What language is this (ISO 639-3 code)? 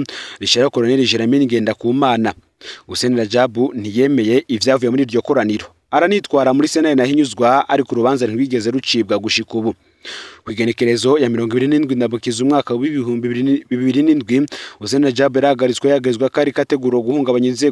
run